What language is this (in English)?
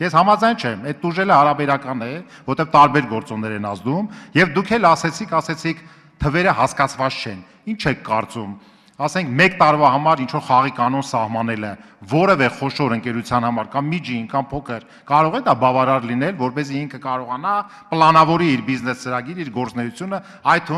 Armenian